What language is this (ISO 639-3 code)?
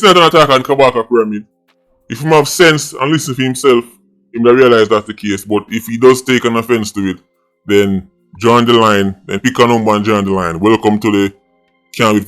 jam